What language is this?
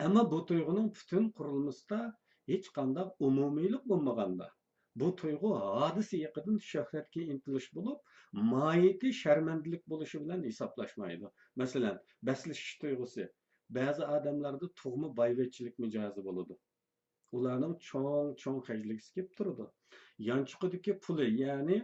Uyghur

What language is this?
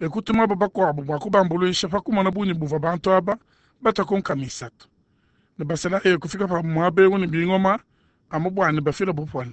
Luba-Lulua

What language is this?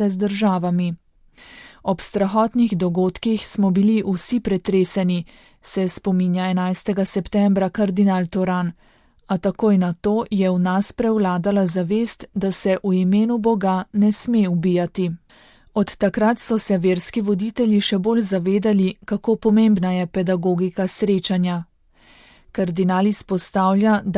Slovenian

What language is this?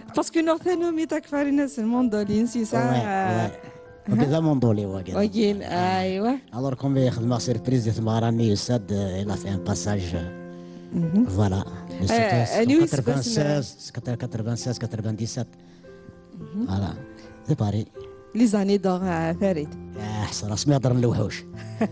Kabyle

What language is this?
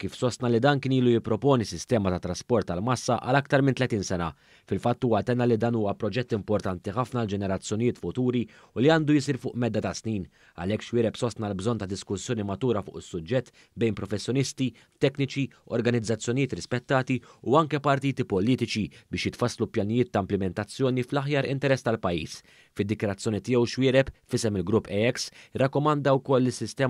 Maltese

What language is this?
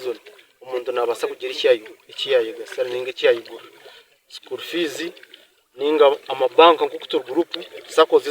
Nyankole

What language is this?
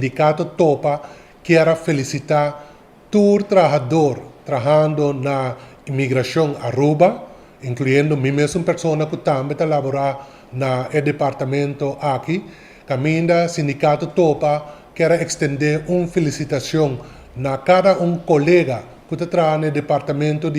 Papiamento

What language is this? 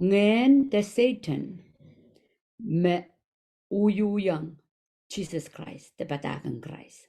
Pohnpeian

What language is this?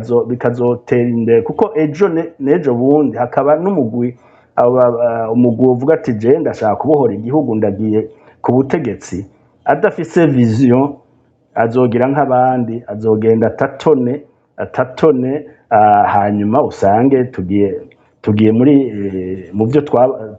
Rundi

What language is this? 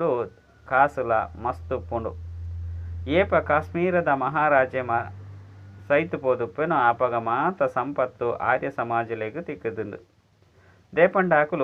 Tulu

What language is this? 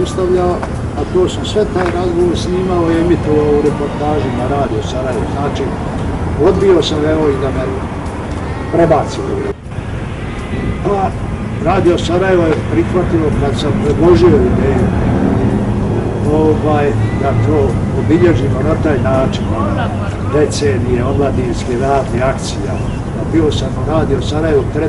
Bosnian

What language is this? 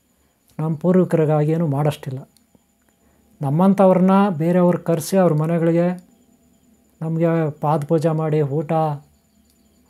Kannada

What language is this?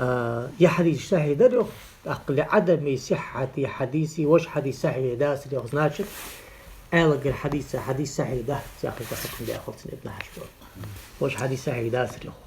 Ingush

